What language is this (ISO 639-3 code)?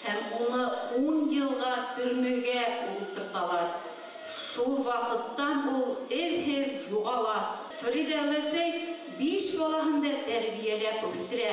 bak